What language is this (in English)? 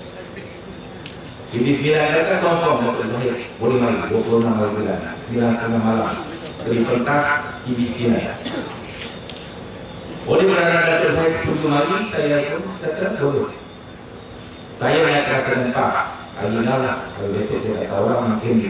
Malay